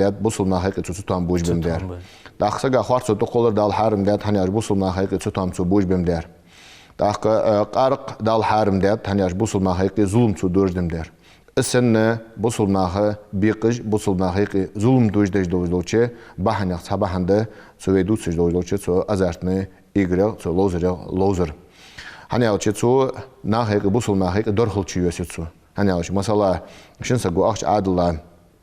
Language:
Ingush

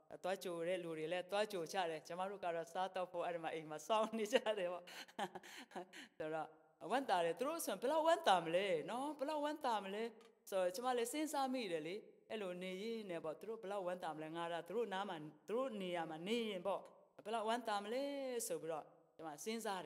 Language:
Burmese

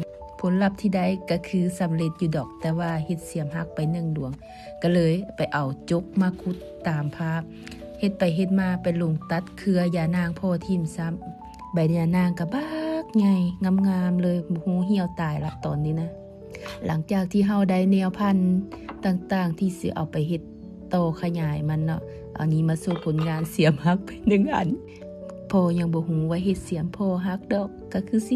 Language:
Lao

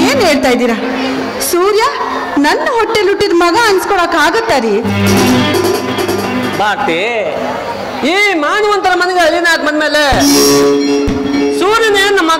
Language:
Kannada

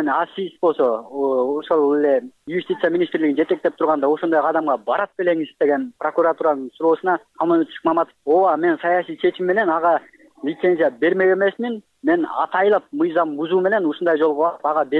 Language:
Kyrgyz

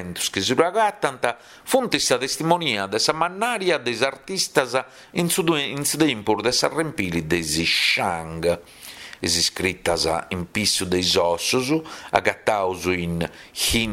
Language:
Sardinian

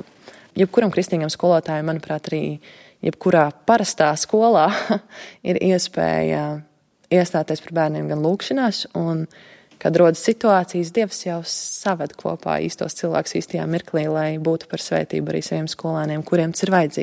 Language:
Latvian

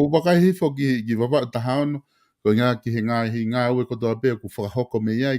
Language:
Tongan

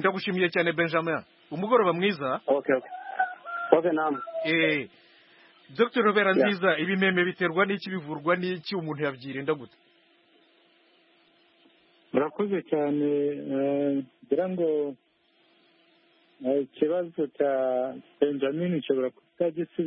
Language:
Kinyarwanda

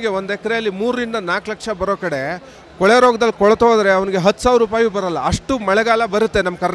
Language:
Kannada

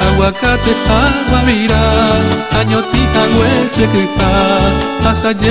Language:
Guarani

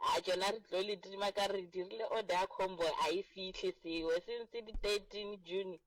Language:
Northern Sotho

